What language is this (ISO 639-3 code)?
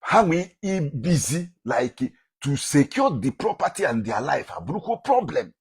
ibo